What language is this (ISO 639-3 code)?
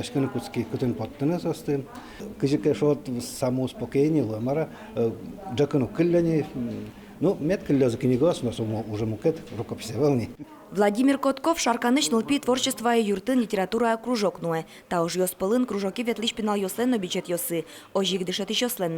udm